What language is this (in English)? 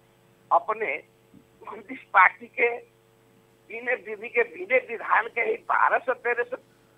Bhojpuri